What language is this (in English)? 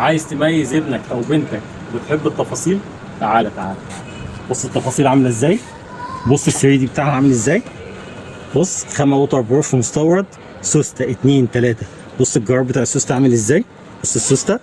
Egyptian Arabic